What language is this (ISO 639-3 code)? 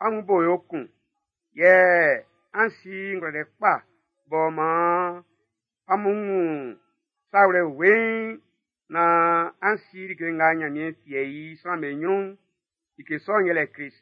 bci